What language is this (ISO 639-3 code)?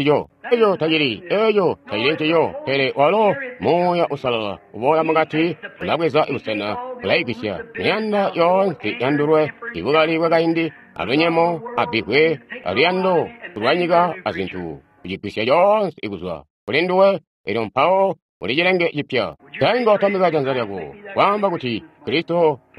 toi